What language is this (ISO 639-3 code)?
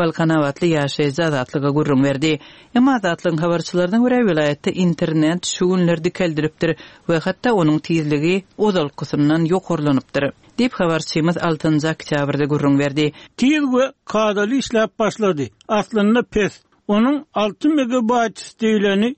tuk